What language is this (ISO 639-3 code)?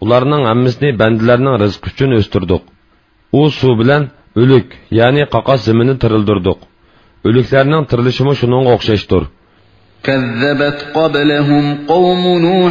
uig